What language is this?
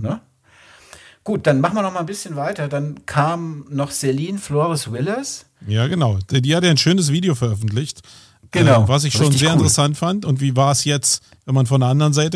German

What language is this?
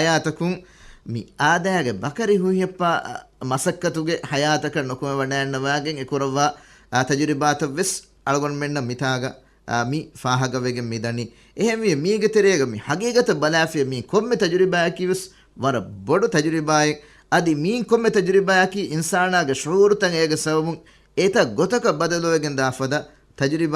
Divehi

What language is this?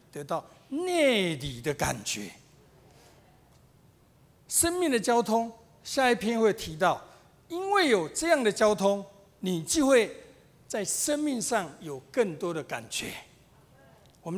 Chinese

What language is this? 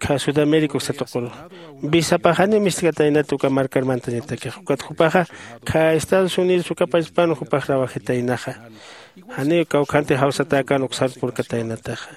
Aymara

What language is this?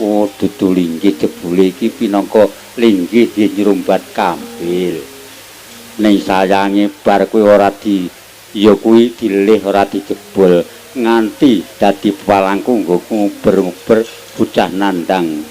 Javanese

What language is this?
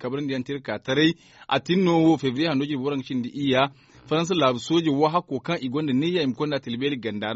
Zarma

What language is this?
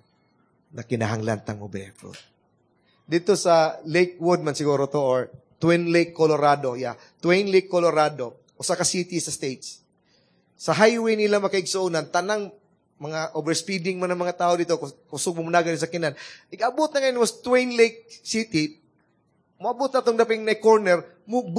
Cebuano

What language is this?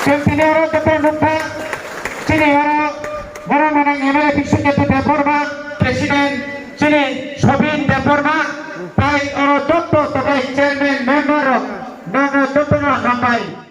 Kok Borok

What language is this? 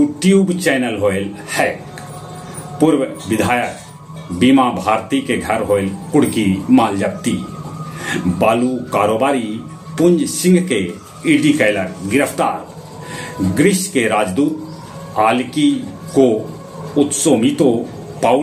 Magahi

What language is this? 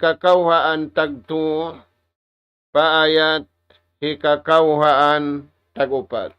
Tausug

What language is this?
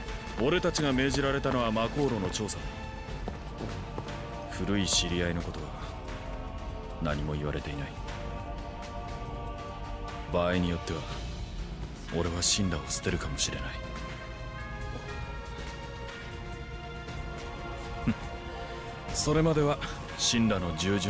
Japanese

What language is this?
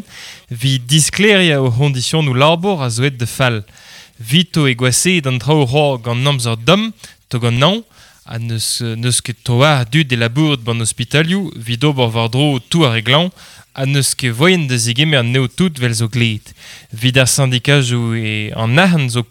Breton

